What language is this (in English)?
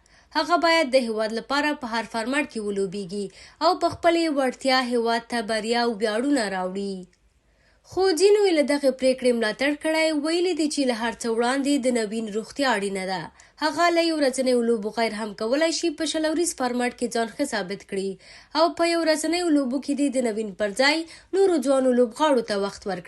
Pashto